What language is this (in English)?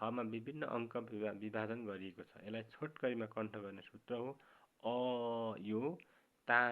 Nepali